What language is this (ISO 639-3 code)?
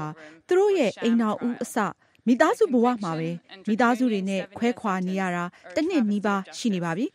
mya